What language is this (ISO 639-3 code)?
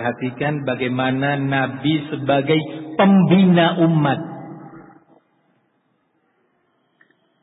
ind